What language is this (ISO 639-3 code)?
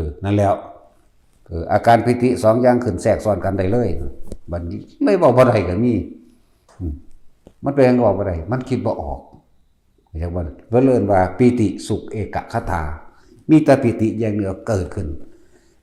tts